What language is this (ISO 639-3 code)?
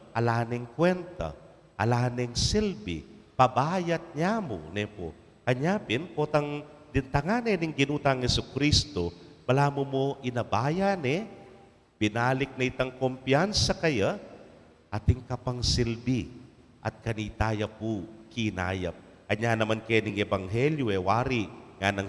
pam